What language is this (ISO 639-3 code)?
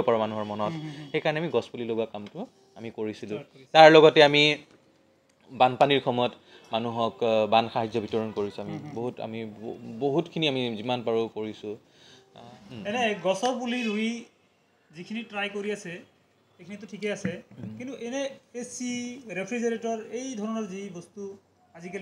asm